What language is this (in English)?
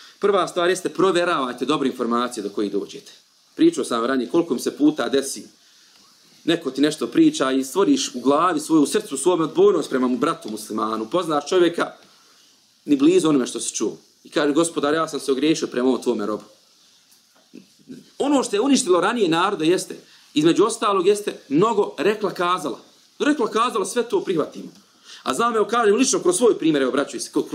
Bosnian